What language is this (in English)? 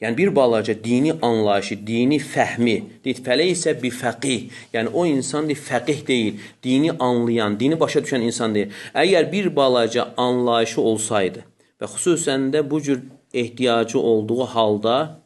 Azerbaijani